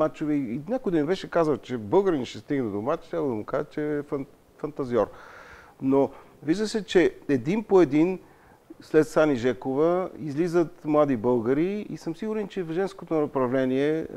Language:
Bulgarian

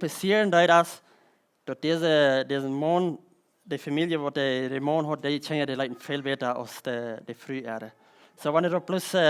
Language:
Plautdietsch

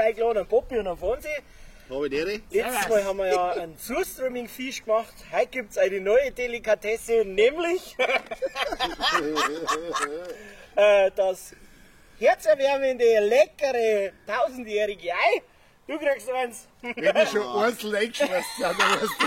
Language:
Bavarian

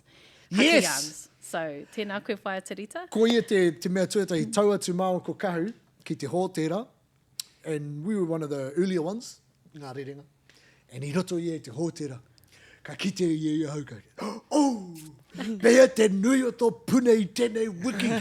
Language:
Māori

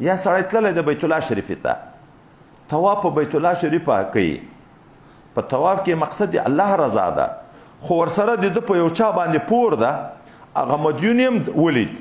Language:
Pashto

